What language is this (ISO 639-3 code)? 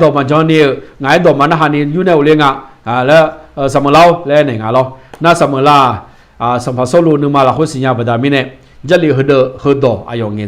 ahk